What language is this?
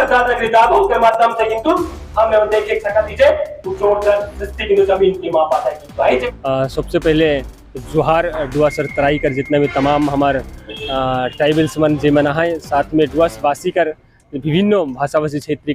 Sadri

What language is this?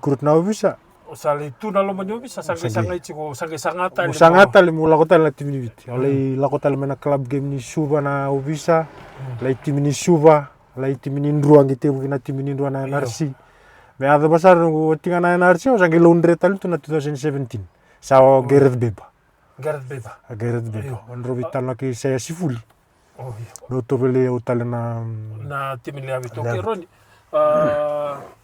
Fijian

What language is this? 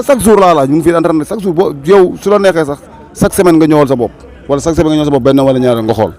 Wolof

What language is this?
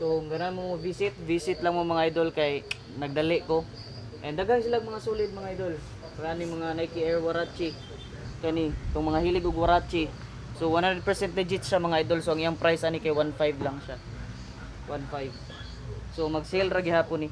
Cebuano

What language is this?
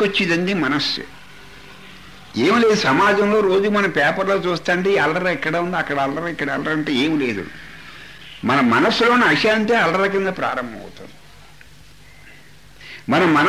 Telugu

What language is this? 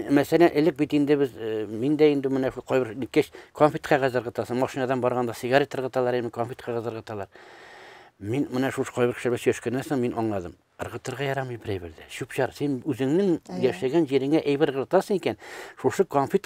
Tatar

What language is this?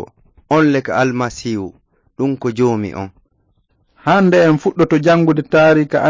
Fula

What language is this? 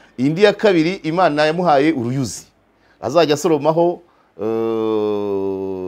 Kinyarwanda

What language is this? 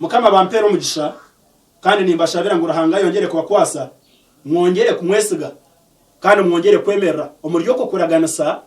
Nyankole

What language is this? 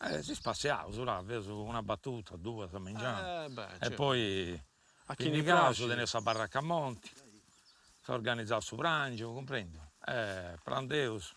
Sardinian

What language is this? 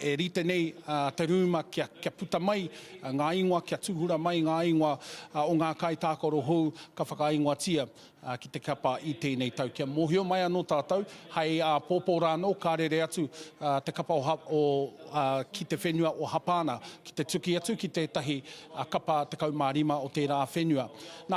Māori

